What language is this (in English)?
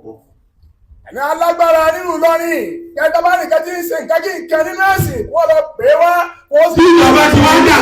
Yoruba